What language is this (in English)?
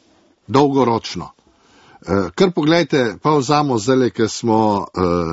Slovenian